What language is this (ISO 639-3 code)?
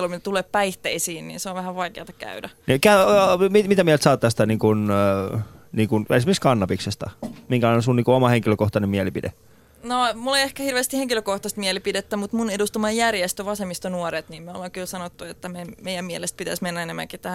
fin